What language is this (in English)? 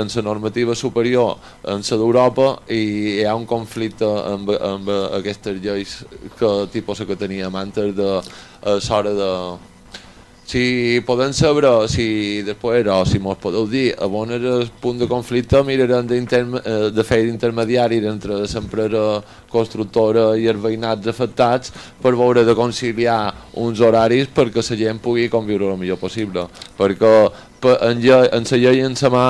Catalan